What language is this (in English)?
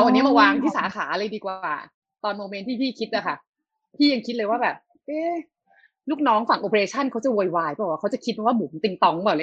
Thai